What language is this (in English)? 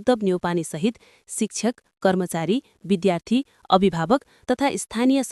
Nepali